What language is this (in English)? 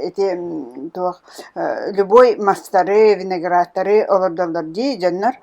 Yakut